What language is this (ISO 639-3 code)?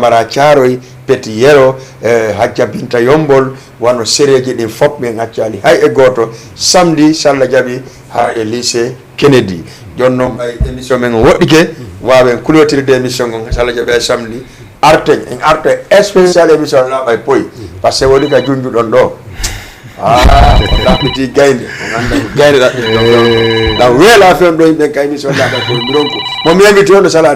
ful